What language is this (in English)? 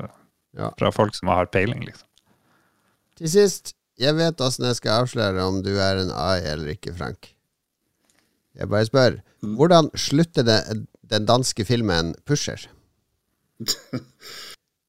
Norwegian